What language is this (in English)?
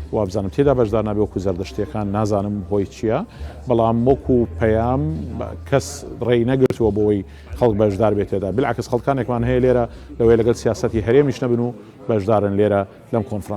Central Kurdish